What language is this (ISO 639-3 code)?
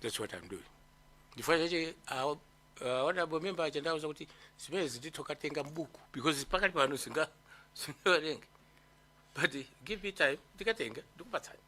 nya